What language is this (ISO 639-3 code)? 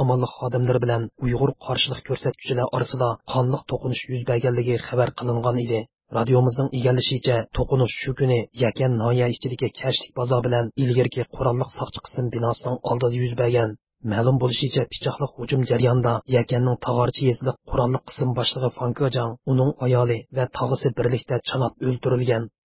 uig